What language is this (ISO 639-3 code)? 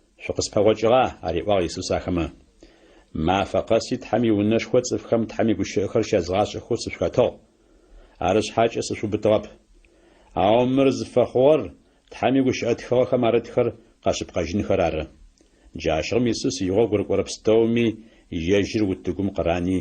ady